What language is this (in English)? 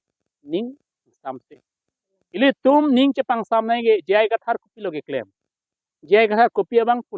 Karbi